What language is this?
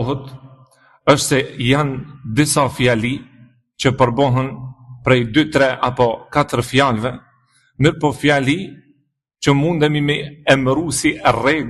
Albanian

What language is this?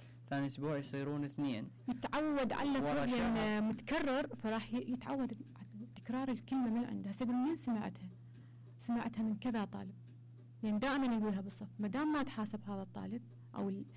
Mesopotamian Arabic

